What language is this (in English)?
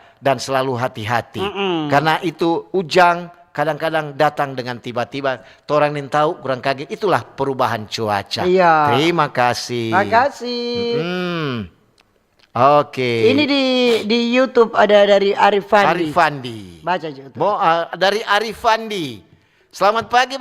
Manado Malay